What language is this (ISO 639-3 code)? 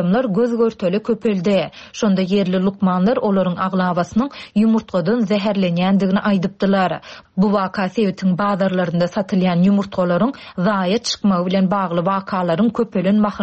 tuk